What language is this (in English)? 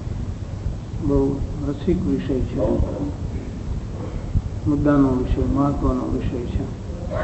Gujarati